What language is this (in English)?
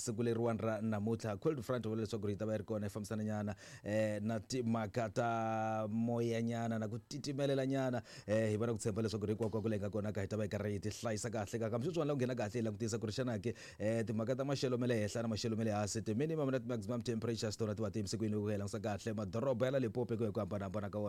Tsonga